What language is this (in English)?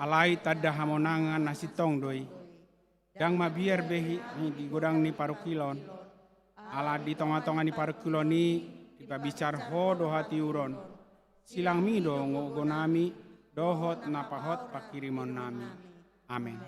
Batak Toba